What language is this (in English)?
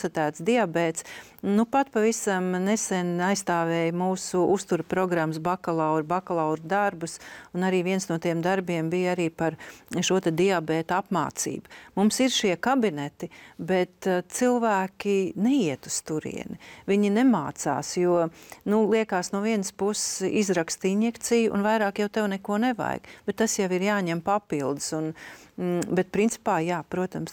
Latvian